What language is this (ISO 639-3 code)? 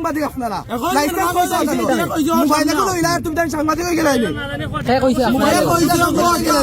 syl